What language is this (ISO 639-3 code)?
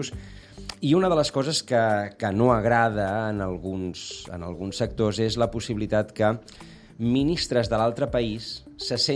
cat